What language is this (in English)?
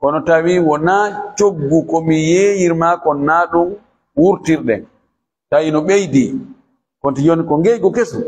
Fula